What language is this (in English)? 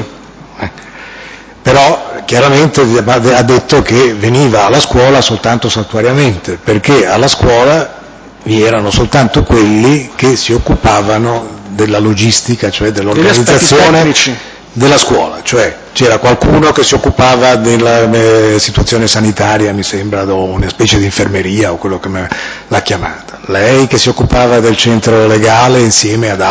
Italian